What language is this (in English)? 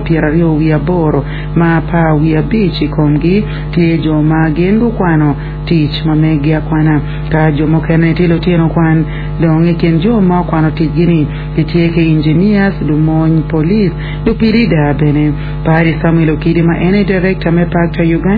Acoli